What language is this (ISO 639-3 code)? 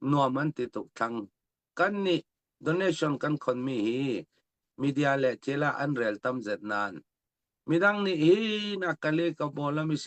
cfm